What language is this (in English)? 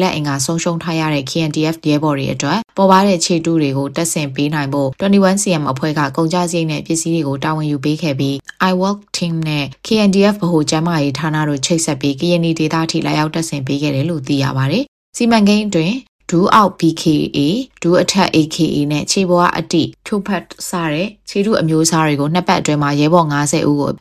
Burmese